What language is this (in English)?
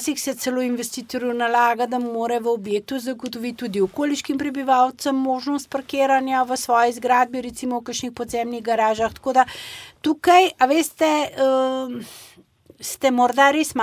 Slovenian